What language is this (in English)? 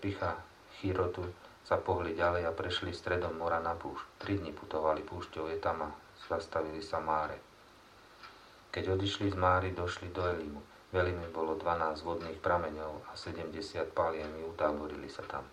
Slovak